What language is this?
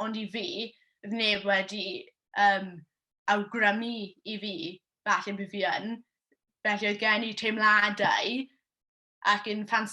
Welsh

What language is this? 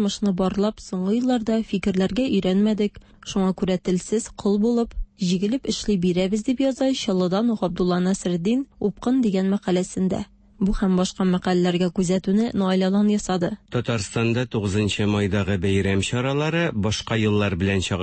Tatar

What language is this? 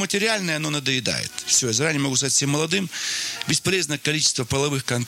Russian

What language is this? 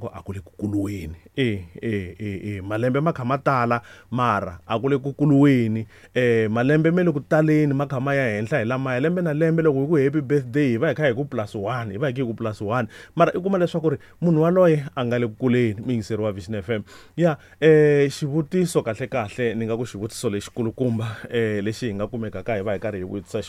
Tsonga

